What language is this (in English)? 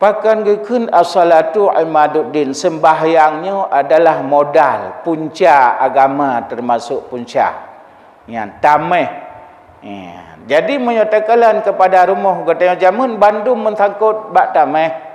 Achinese